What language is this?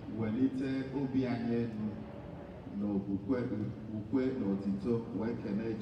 Igbo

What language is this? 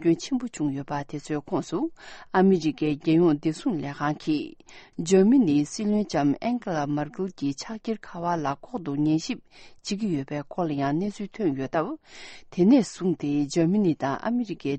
Tibetan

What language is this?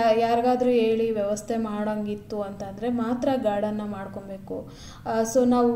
Kannada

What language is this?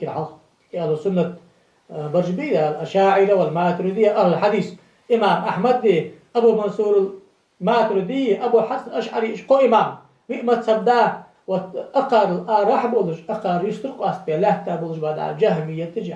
Ingush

